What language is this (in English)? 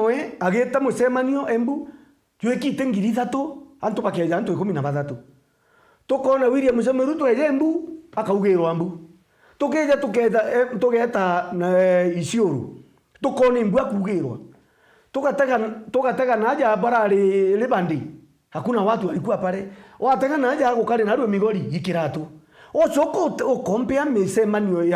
Meru